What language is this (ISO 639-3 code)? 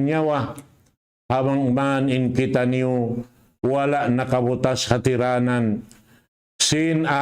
tsg